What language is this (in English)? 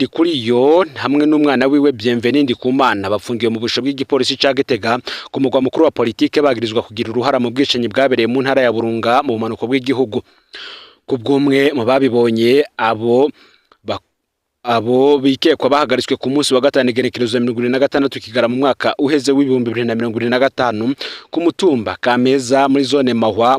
Rundi